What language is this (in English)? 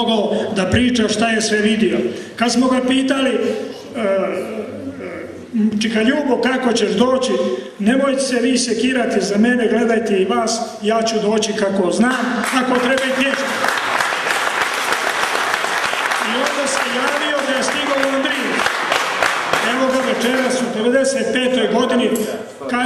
Serbian